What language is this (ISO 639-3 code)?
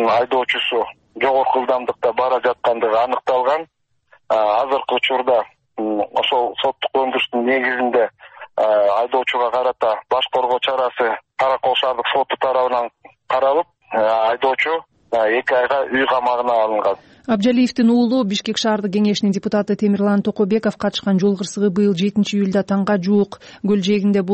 kir